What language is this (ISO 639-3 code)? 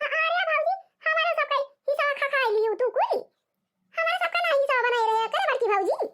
awa